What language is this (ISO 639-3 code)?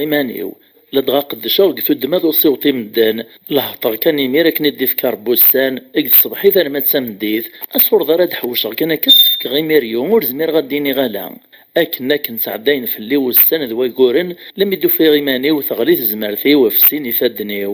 kab